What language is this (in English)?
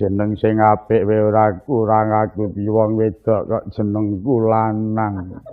Javanese